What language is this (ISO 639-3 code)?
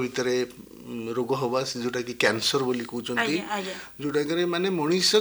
ori